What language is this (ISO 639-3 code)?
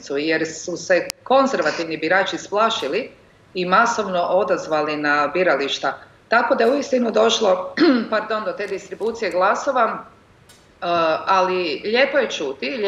hrv